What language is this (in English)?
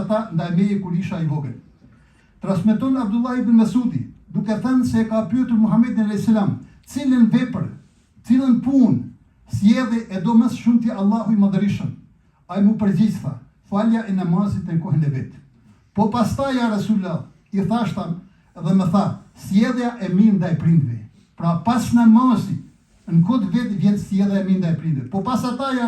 Albanian